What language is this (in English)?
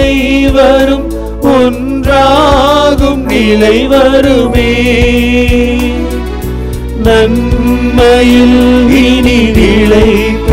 Tamil